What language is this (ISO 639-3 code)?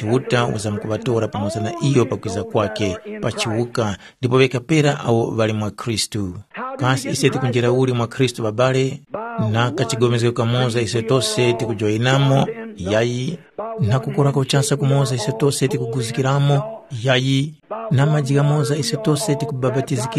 tum